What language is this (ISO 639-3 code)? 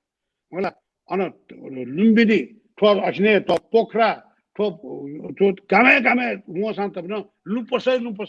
new